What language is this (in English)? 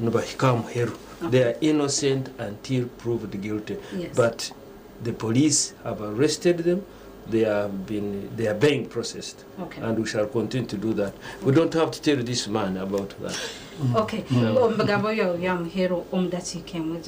Nyankole